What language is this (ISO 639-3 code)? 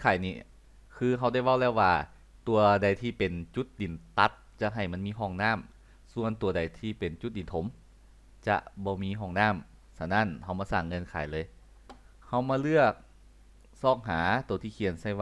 lao